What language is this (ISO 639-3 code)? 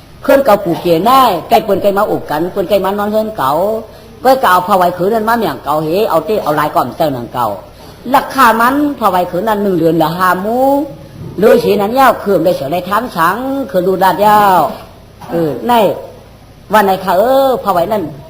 shn